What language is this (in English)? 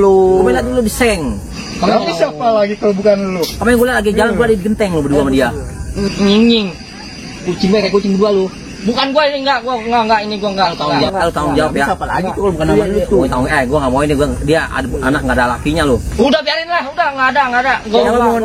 Betawi